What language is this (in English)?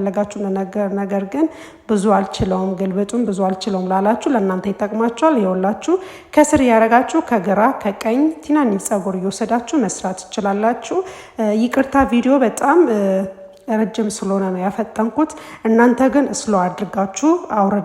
Amharic